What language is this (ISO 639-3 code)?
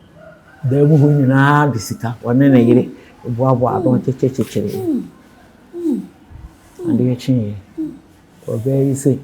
aka